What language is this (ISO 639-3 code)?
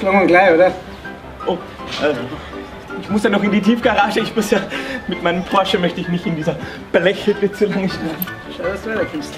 bar